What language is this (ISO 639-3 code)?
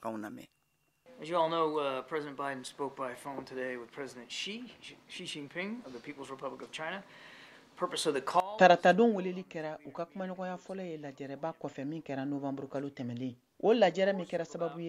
bam